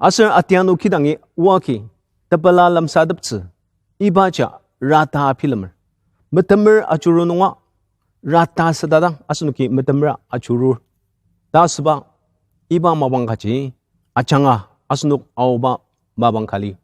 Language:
Ao Naga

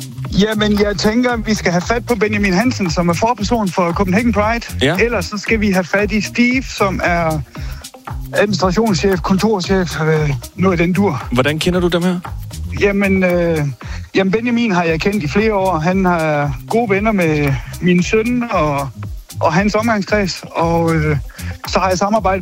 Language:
Danish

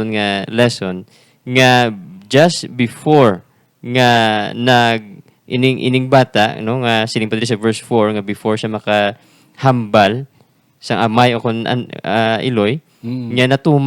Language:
Hiligaynon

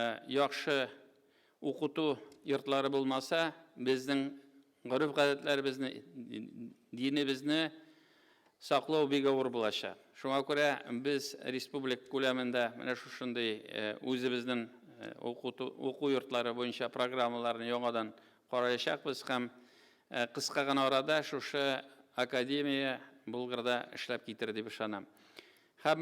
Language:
Tatar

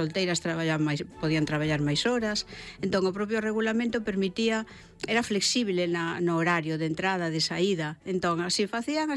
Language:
Galician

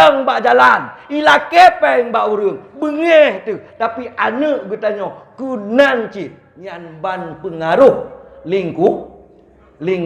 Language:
Achinese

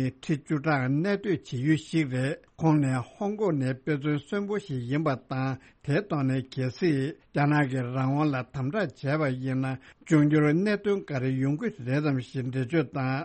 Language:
Tibetan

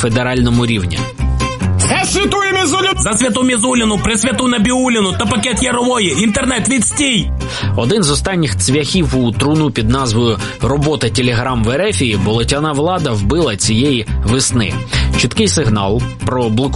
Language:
Ukrainian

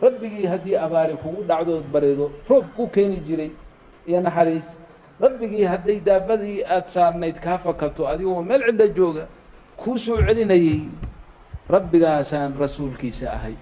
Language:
Somali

